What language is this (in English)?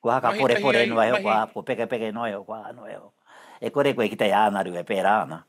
Māori